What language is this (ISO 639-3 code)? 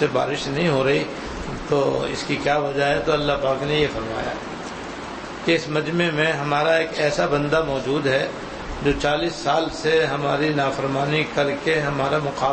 urd